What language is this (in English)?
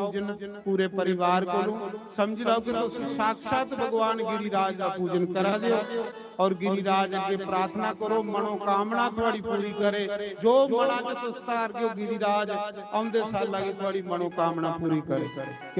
Dogri